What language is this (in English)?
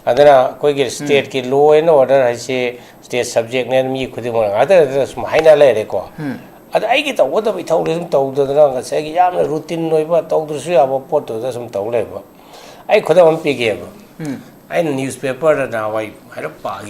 Manipuri